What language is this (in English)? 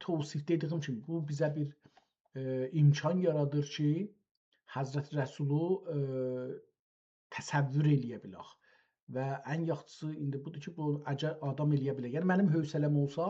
South Azerbaijani